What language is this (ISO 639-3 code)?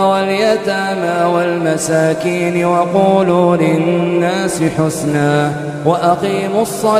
ara